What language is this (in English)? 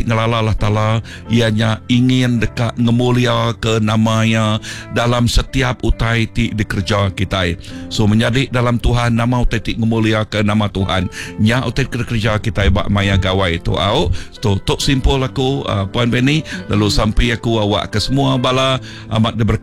Iban